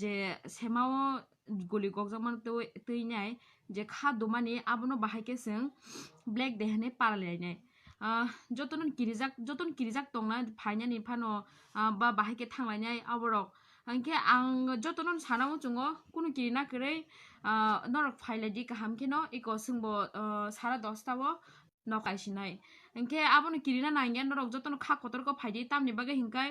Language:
Kok Borok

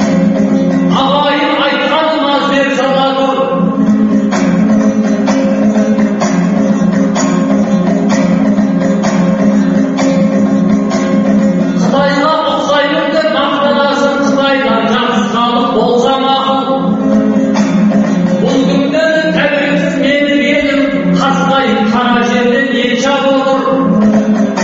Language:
Kazakh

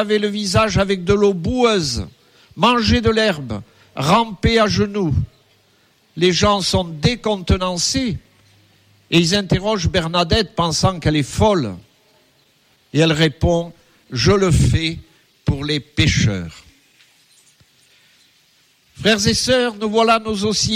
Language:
French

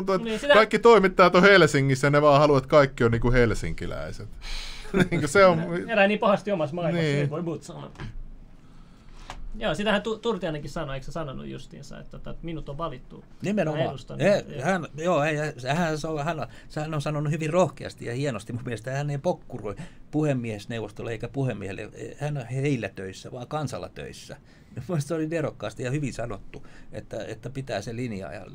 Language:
Finnish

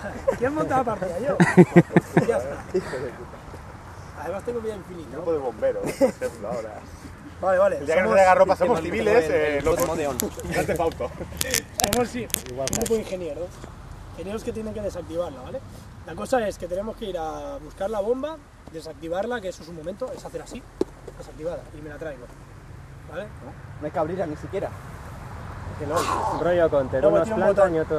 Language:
Spanish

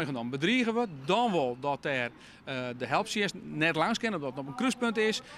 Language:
Western Frisian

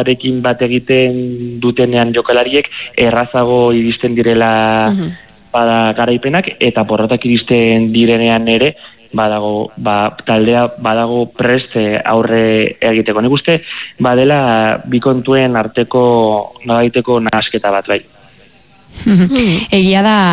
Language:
Basque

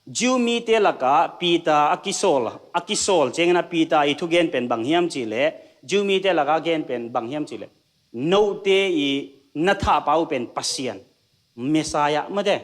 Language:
Tedim Chin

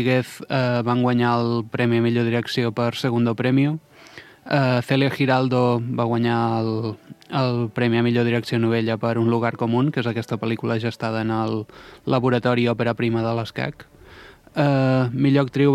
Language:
Catalan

